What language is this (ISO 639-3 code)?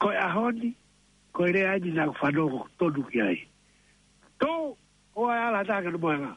ton